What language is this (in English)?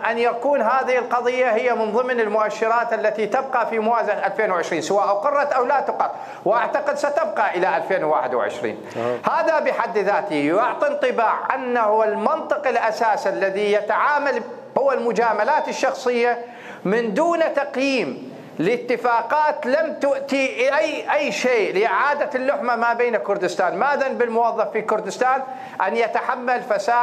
Mesopotamian Arabic